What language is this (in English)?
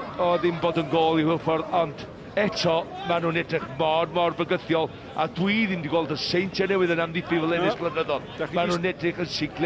Welsh